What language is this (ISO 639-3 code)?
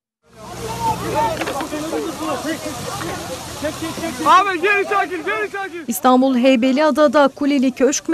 tur